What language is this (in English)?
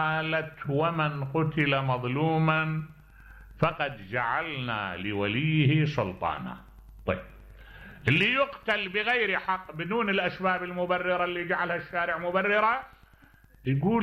Mesopotamian Arabic